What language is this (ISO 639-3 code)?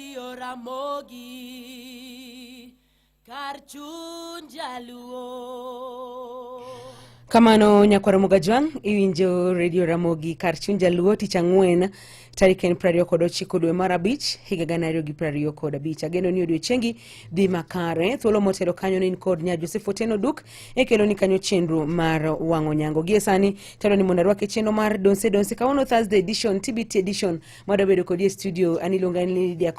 luo